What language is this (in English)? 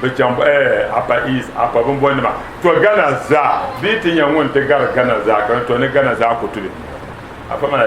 Dagbani